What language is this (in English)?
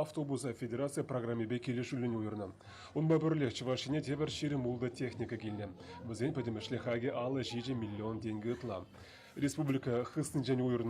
Chuvash